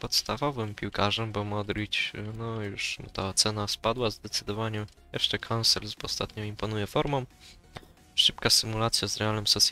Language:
Polish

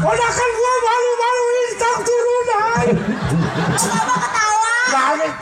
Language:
Betawi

